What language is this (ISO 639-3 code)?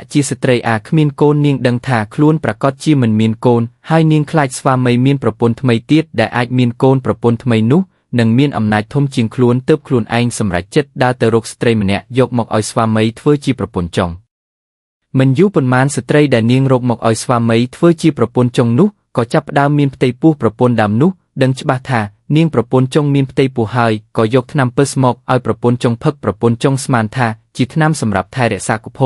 khm